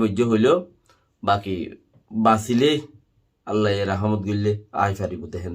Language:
Rohingya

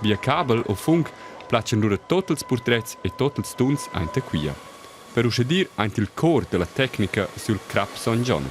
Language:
Romansh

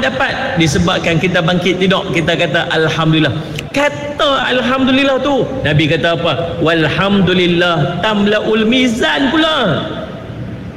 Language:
Malay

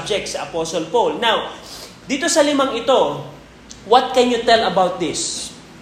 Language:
Filipino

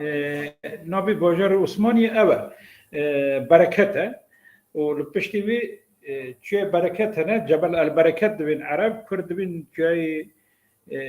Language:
Kurdish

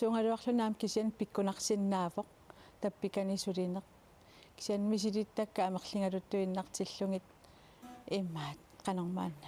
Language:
Kalaallisut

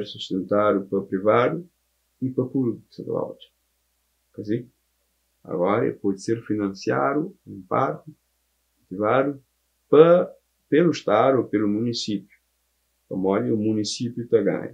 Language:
Kabuverdianu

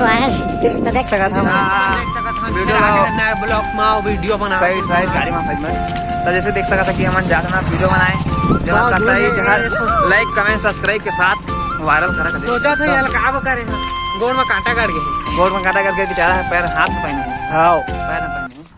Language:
Chhattisgarhi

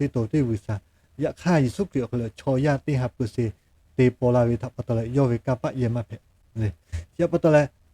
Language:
Lahu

